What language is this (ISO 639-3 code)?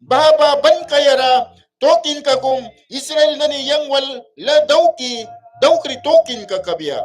miq